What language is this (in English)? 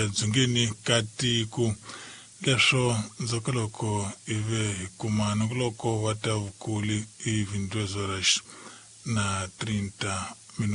Tsonga